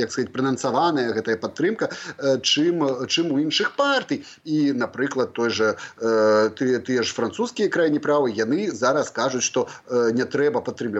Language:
Belarusian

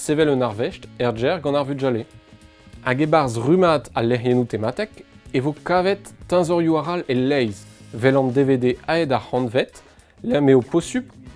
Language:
Breton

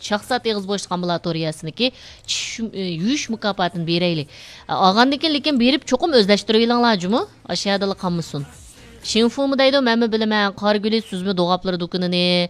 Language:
Uyghur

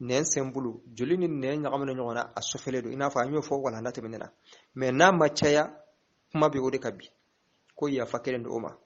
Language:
Bambara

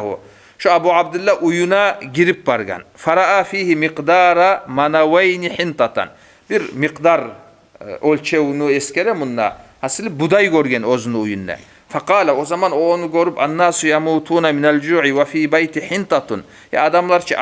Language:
Kumyk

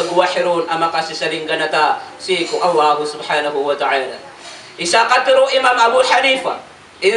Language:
Maranao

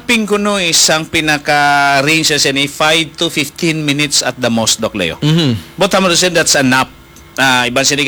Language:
Hiligaynon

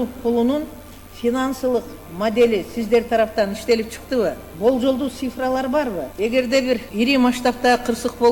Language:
Kyrgyz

